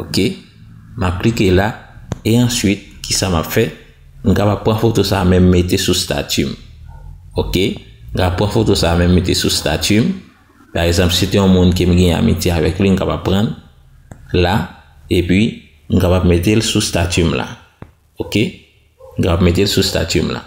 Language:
Haitian Creole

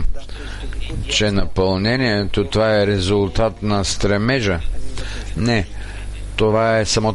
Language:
Bulgarian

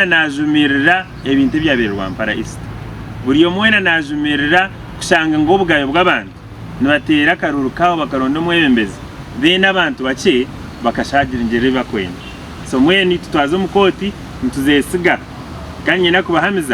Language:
Nyankole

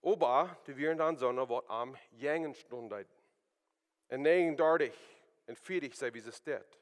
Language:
Plautdietsch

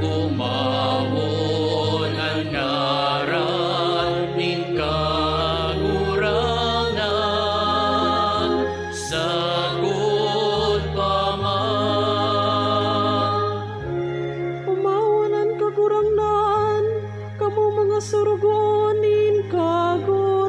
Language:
Bikol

